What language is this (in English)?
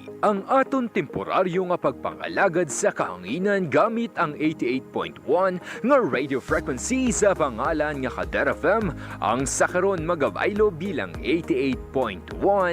Hiligaynon